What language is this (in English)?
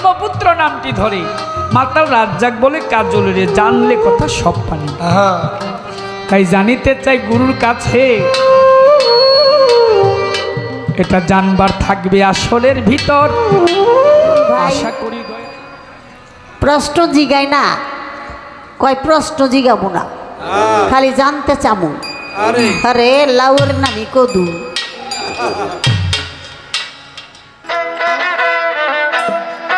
Bangla